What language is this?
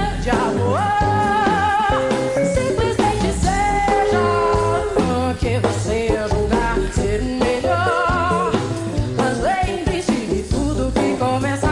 Portuguese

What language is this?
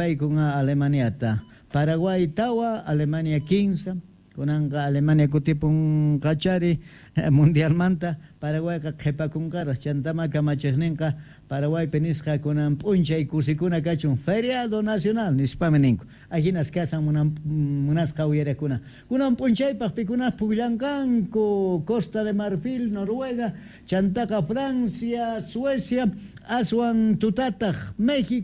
South Bolivian Quechua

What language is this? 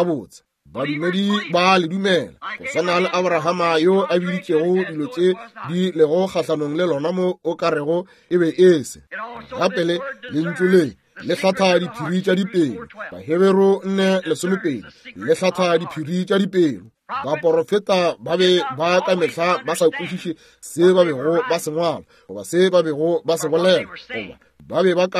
Northern Sotho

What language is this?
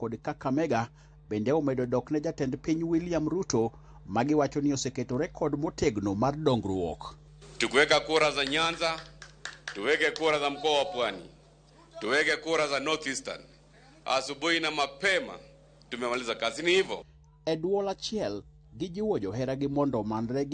Luo (Kenya and Tanzania)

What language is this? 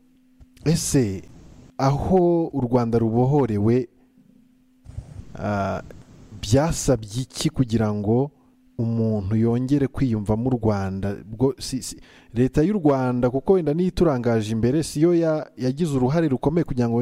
Kinyarwanda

